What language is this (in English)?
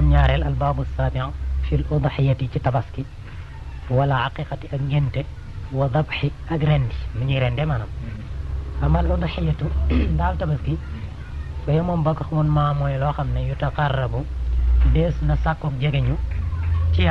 Wolof